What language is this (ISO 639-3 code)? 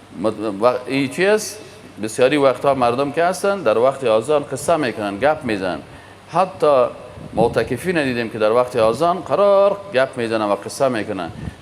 fas